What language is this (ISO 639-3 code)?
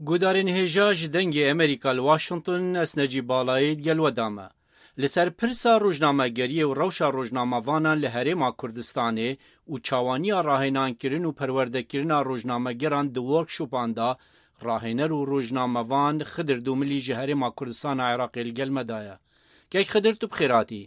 kur